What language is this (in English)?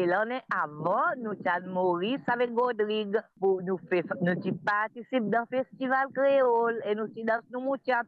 Morisyen